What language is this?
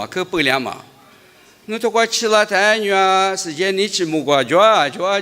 Lisu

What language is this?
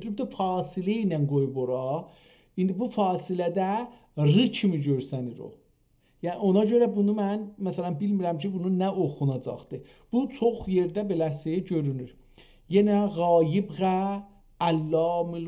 South Azerbaijani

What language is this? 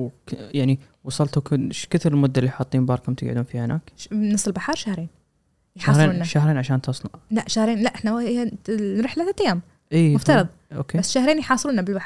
Gulf Arabic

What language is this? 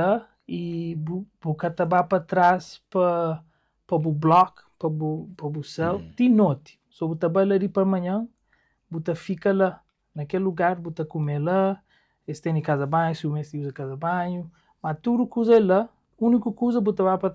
Kabuverdianu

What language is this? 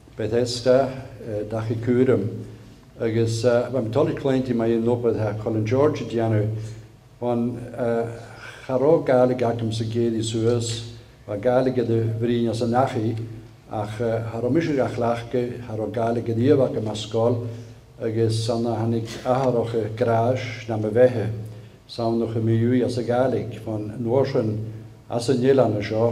Scottish Gaelic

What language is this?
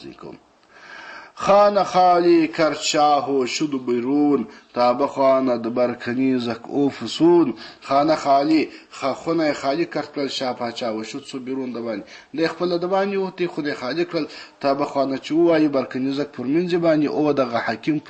Pashto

